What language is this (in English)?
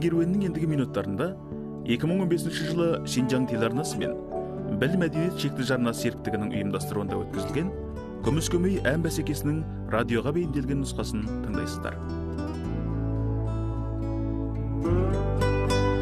Kazakh